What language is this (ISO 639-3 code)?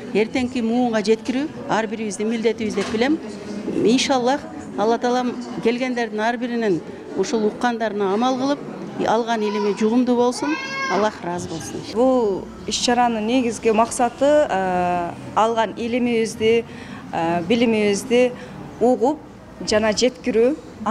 kir